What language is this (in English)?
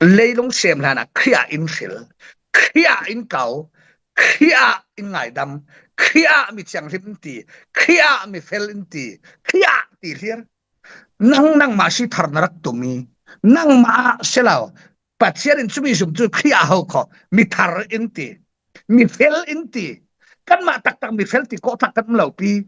Falam Chin